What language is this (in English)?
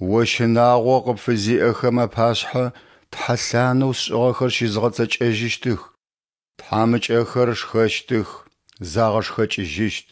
Adyghe